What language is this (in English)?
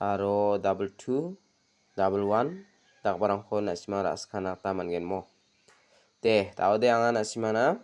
Garo